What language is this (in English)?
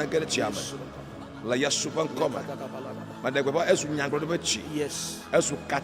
Ewe